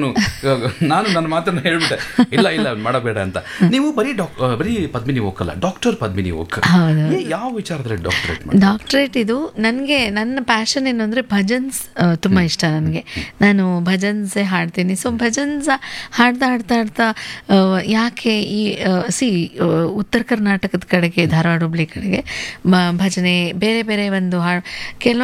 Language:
Kannada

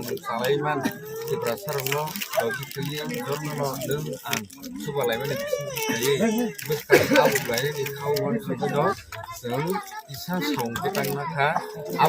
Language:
Kok Borok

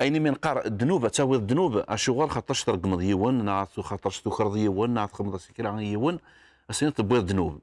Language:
Kabyle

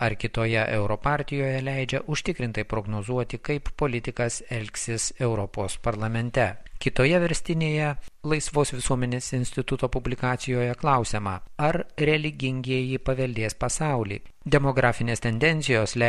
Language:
Lithuanian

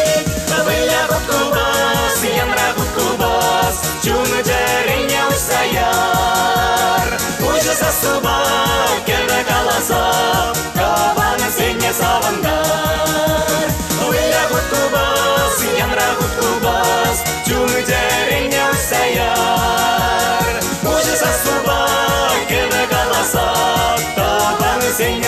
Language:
Chuvash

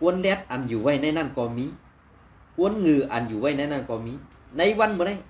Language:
Shan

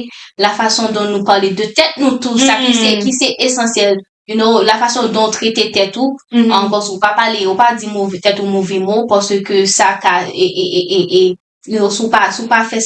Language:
Haitian Creole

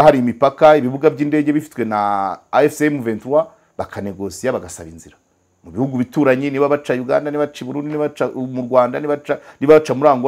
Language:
Kinyarwanda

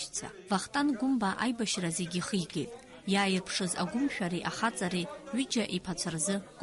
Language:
Abkhazian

